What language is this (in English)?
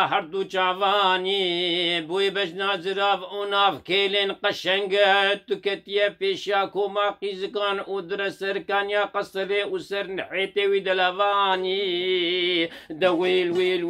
Kurdish